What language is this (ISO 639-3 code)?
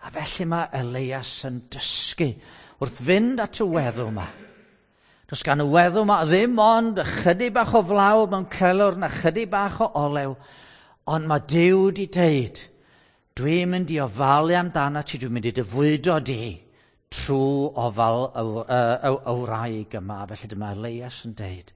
cym